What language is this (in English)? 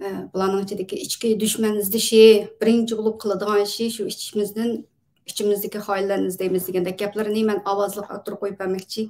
Uyghur